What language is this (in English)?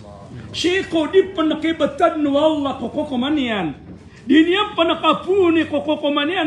Maranao